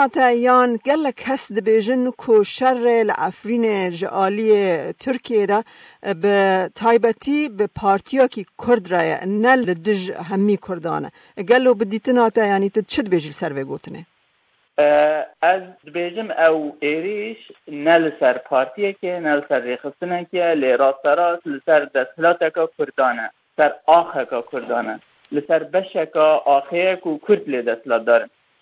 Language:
Kurdish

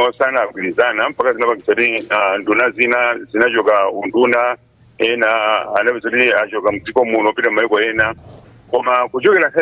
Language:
Nyanja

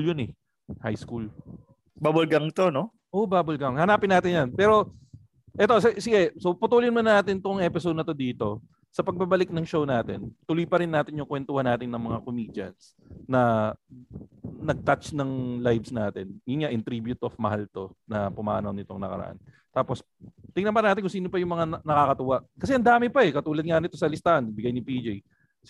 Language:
Filipino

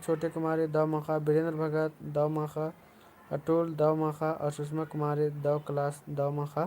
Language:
Kurukh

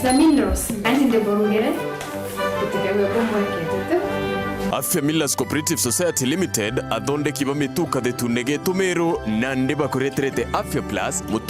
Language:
Meru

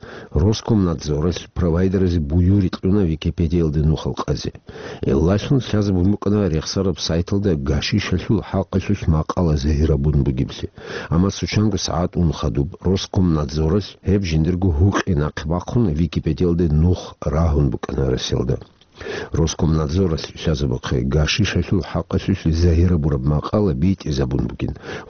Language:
Avaric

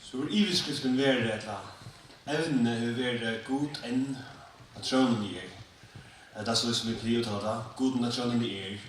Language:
Faroese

